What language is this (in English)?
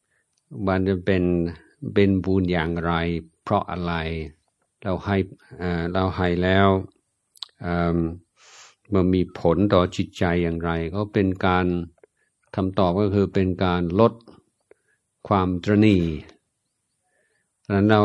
Thai